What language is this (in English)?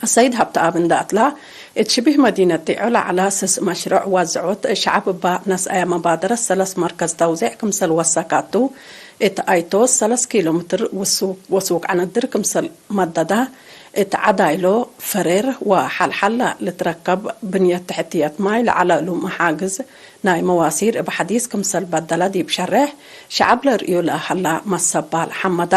Tigre